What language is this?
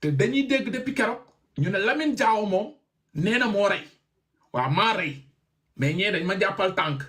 Wolof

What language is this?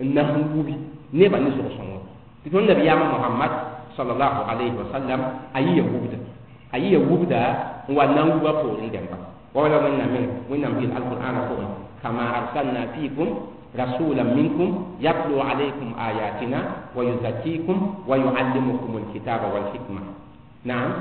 Mossi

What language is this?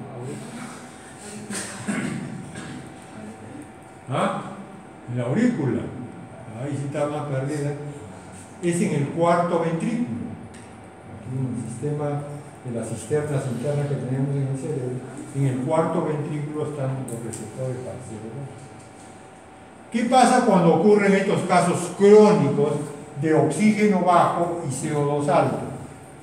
Spanish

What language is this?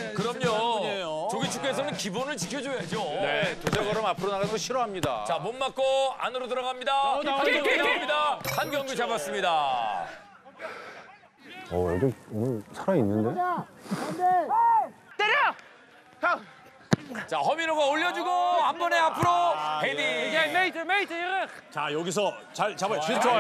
Korean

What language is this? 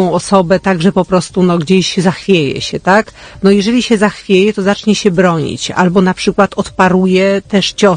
Polish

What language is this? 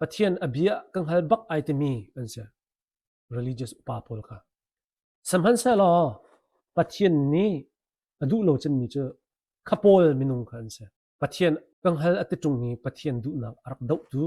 Hakha Chin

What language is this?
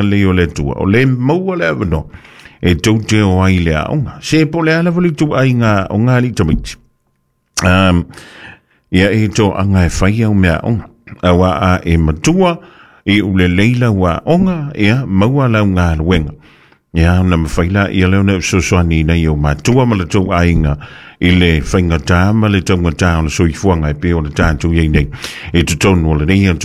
Samoan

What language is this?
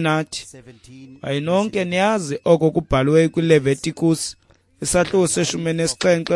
Xhosa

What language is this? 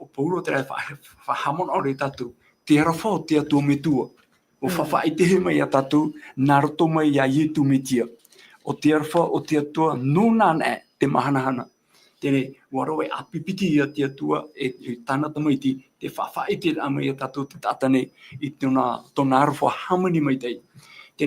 Tahitian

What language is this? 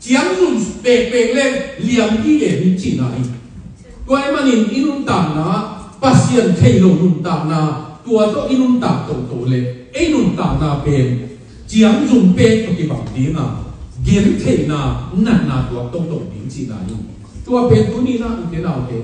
Tedim Chin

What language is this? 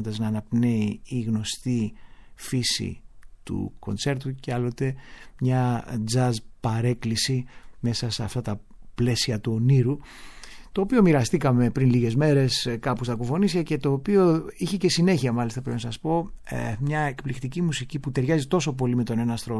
Greek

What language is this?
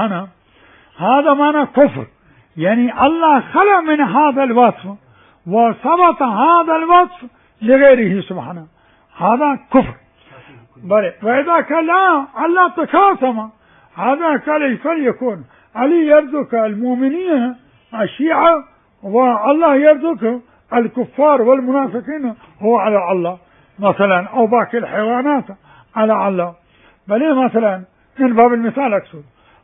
Mesopotamian Arabic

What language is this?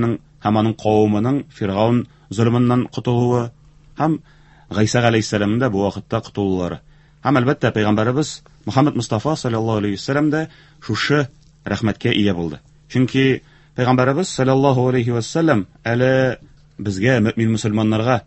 Tatar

